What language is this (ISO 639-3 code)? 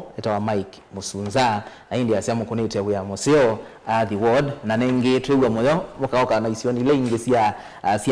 kam